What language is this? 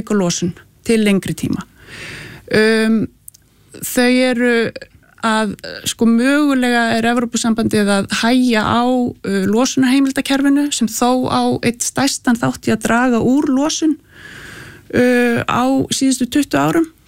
Icelandic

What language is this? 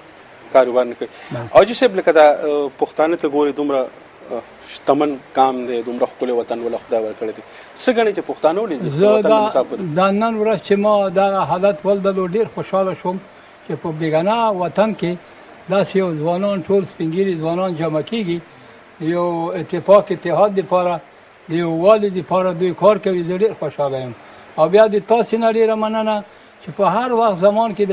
Pashto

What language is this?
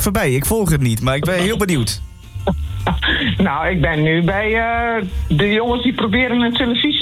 Dutch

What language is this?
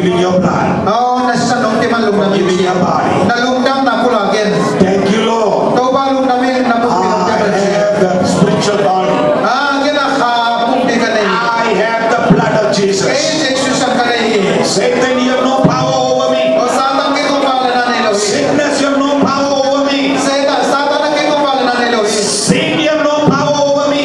Tedim Chin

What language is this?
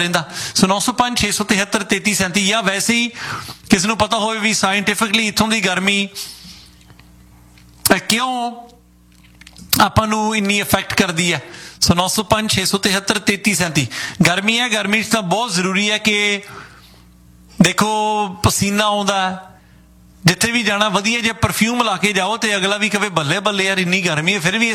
Punjabi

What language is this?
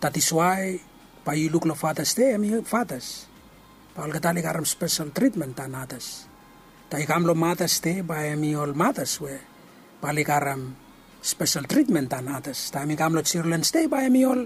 Bislama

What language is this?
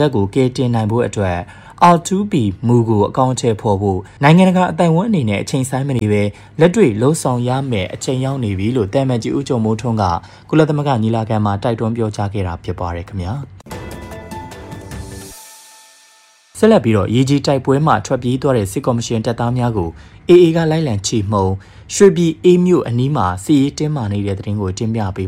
Burmese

